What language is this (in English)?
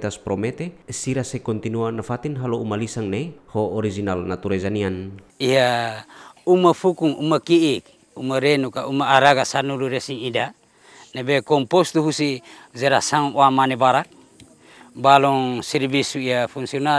Tetum